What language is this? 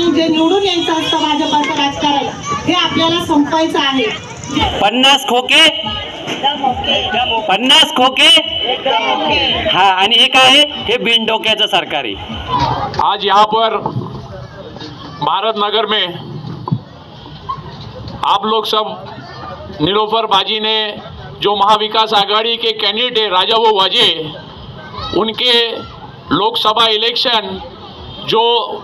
Marathi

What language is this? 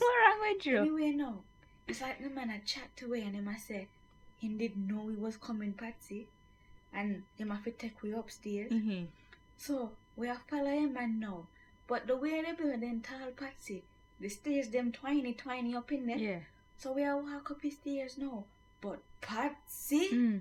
Jamaican Creole English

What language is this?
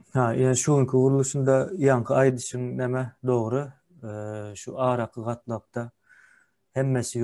Turkmen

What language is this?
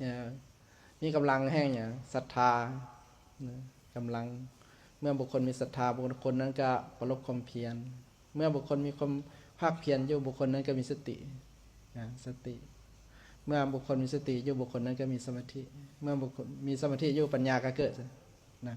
Lao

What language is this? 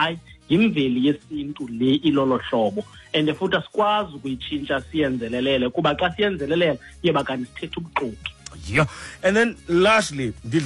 Xhosa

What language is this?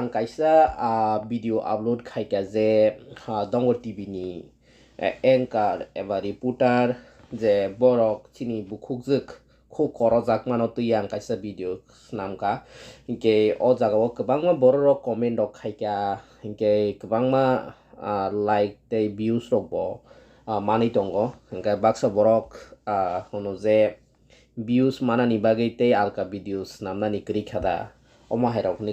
Kok Borok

